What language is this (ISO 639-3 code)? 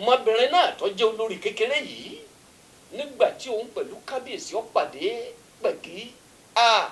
yor